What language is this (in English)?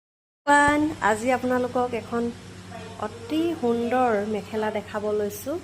Assamese